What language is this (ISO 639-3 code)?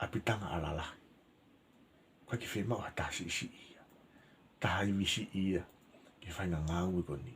ton